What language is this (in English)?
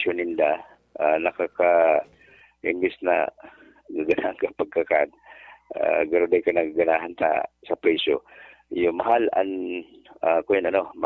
Bikol